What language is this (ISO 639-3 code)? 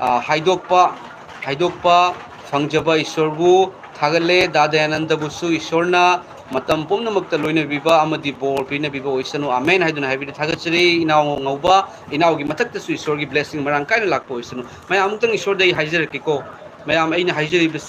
mni